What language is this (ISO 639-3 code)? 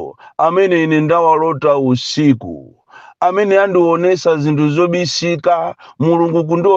nya